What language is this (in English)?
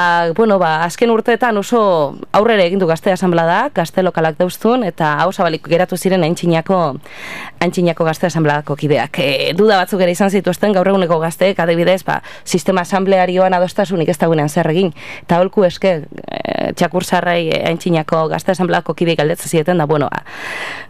Basque